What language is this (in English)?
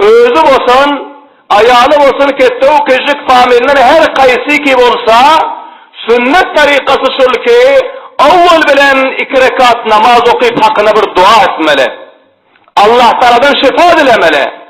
Turkmen